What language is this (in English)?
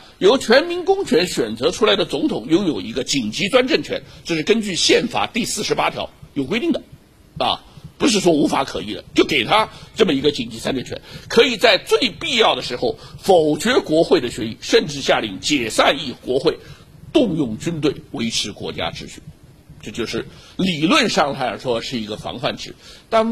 Chinese